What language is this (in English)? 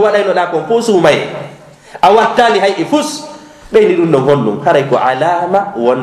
Fula